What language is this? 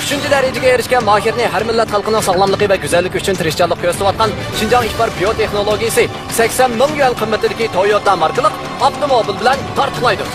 Uyghur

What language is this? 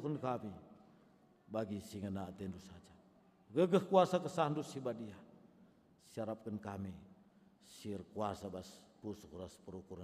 Batak Karo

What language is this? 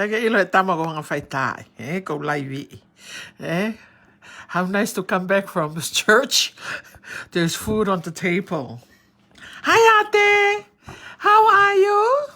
Tongan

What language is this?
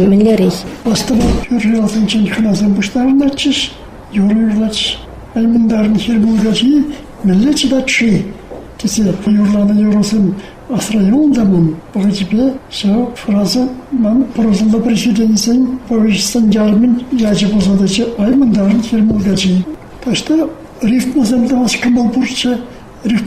Chuvash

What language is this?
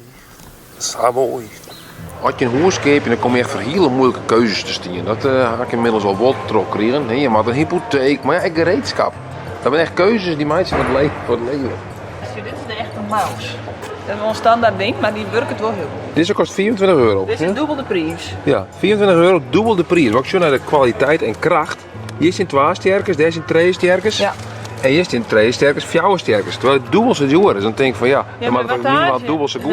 Western Frisian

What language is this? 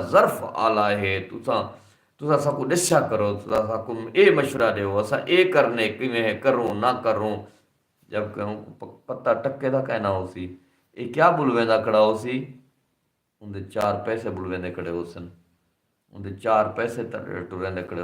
Saraiki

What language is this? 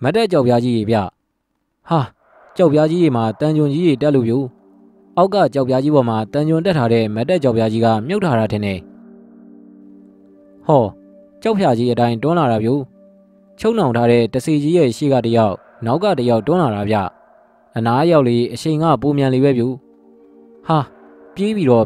Burmese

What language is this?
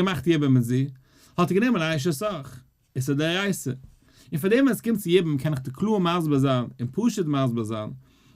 Yiddish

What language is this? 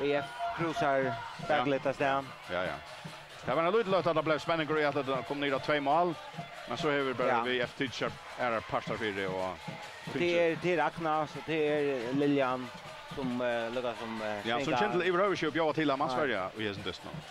Faroese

